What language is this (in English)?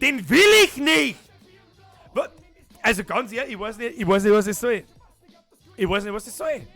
Bavarian